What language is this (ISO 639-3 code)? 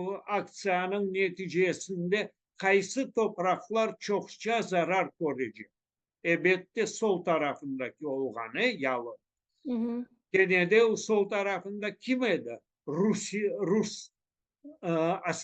crh